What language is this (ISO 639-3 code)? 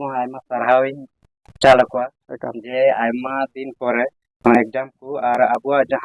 sat